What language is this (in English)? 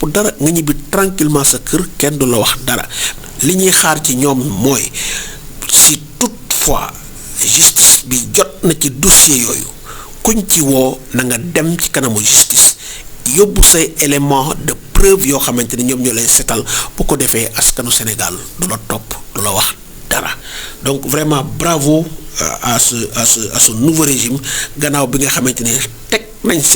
Wolof